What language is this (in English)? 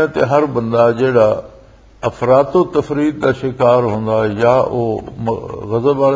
Western Panjabi